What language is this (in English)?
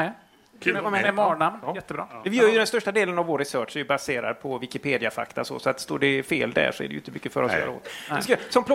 Swedish